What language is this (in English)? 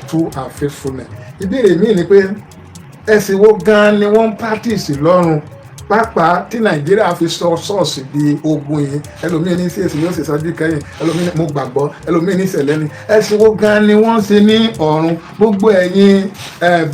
Yoruba